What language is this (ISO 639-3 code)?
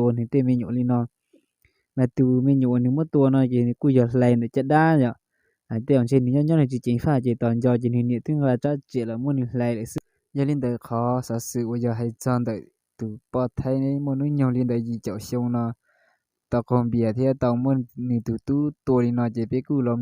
hmn